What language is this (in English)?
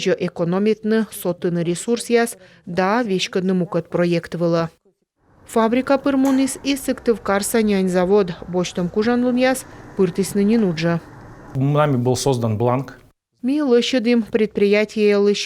Komi